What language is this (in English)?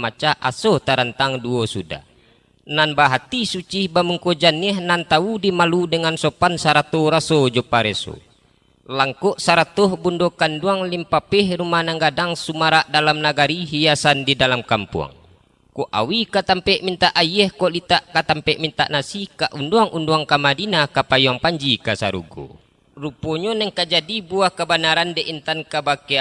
Minangkabau